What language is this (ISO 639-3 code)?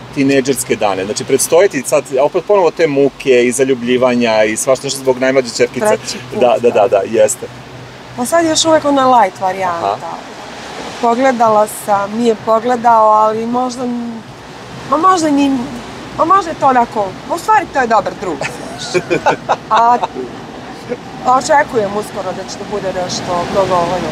srp